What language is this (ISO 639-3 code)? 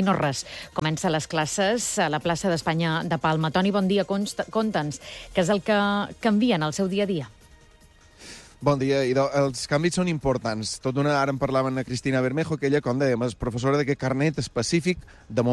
cat